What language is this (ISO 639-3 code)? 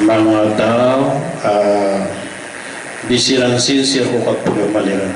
mrw